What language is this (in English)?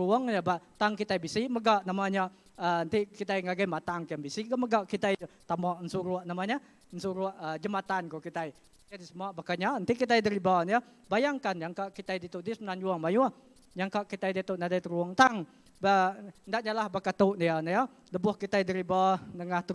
Iban